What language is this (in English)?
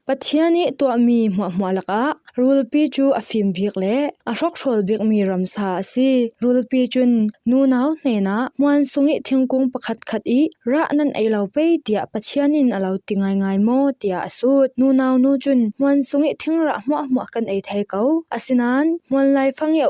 Falam Chin